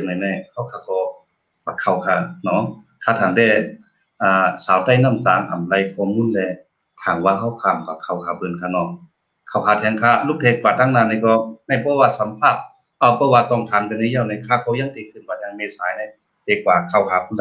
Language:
Shan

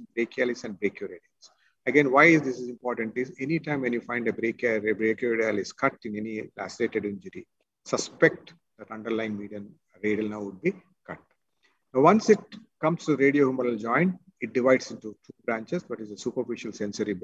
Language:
English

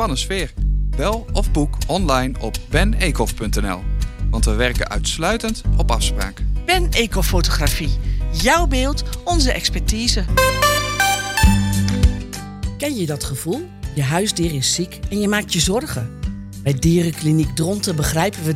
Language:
Dutch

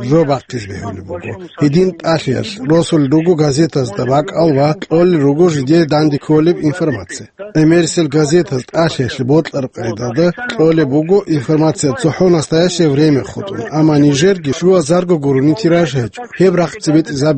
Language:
Avaric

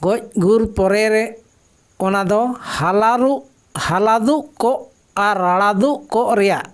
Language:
Santali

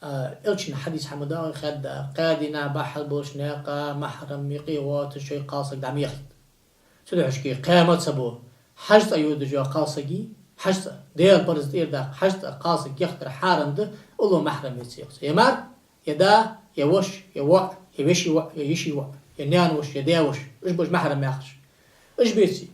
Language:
Ingush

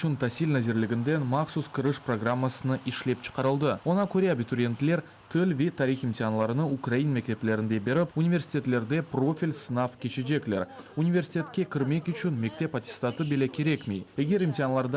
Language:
Crimean Tatar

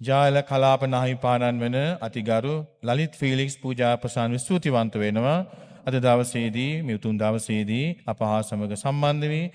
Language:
Sinhala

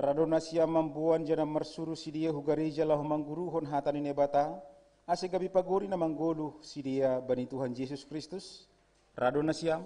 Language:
Batak Simalungun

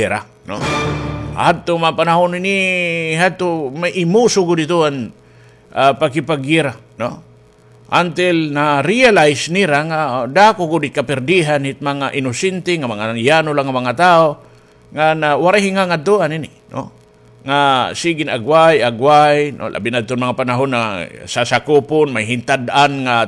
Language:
Waray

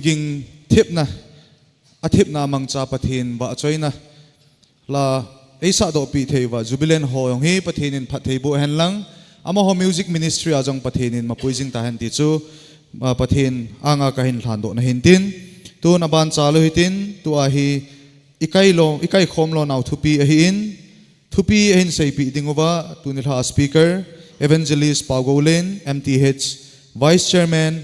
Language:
Thado Chin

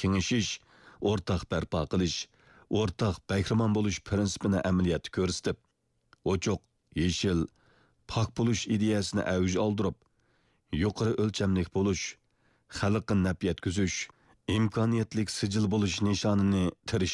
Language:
Uyghur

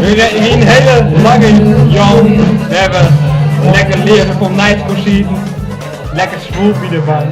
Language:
Western Frisian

